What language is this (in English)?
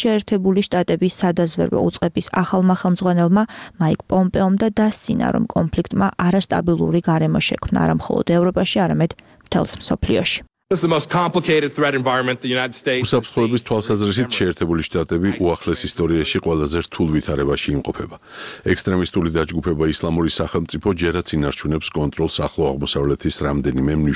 Georgian